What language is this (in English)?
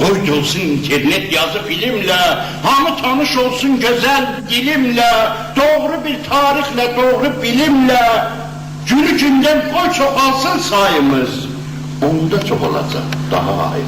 South Azerbaijani